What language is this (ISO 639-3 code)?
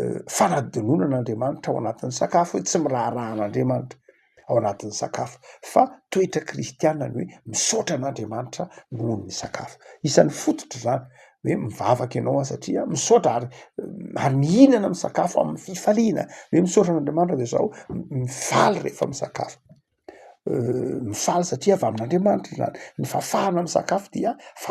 mlg